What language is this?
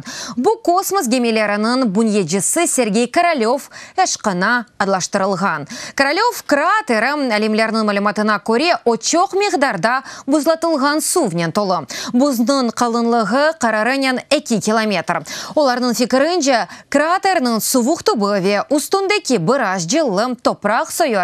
Crimean Tatar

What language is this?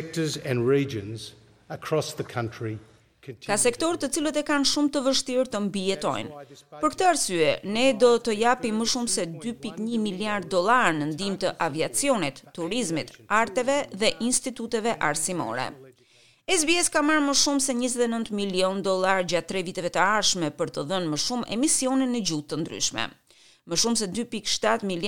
Albanian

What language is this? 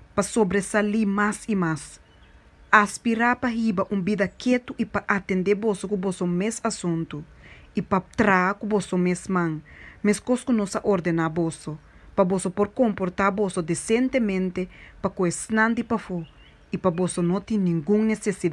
Papiamento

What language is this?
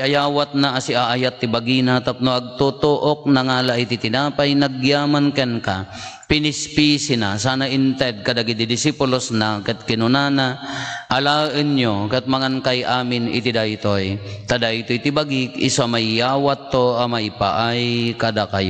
Iloko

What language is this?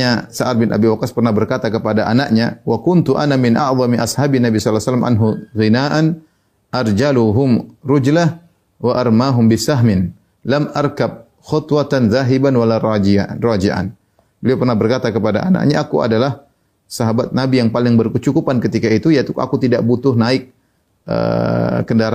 Indonesian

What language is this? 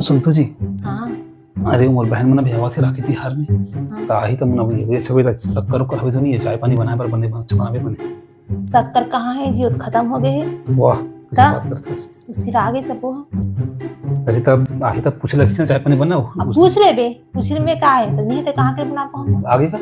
Chhattisgarhi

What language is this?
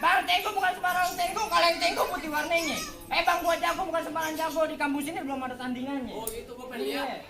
Betawi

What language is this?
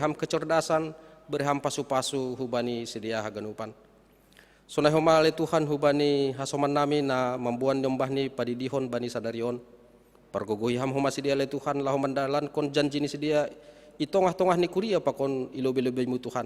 Batak Simalungun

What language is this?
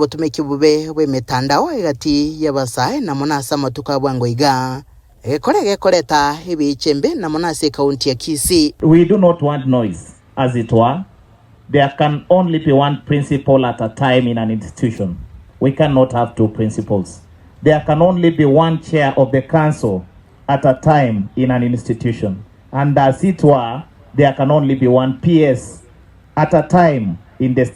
Gusii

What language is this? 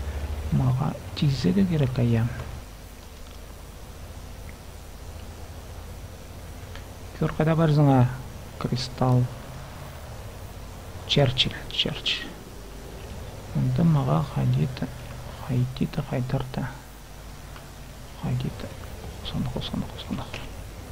Kazakh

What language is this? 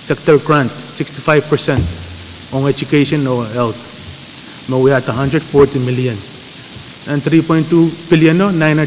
Pohnpeian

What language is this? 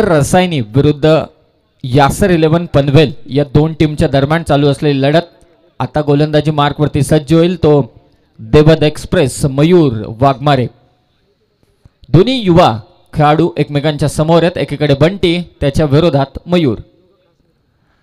Marathi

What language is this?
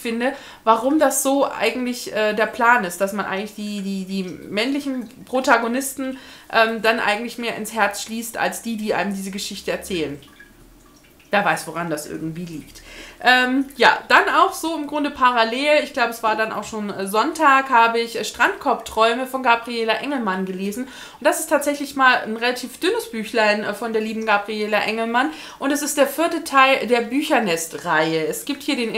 German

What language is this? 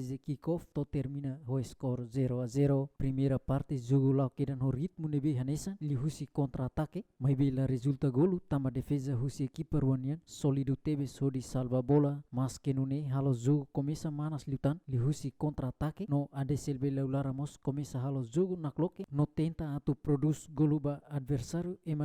Tetum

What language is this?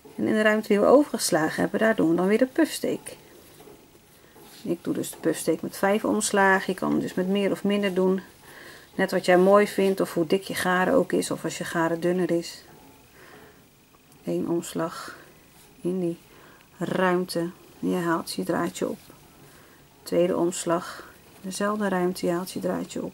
Dutch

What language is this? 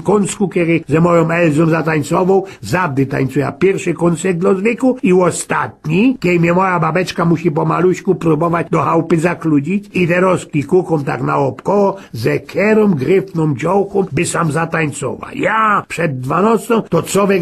Silesian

